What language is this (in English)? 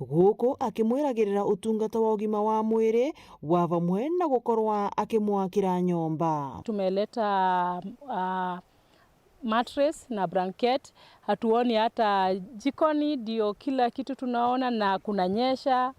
Meru